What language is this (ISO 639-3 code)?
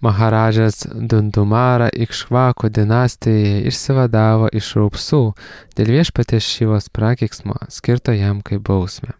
lit